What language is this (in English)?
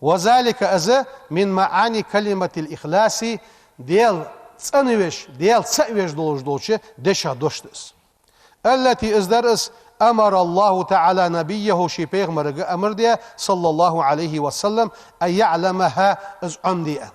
Ingush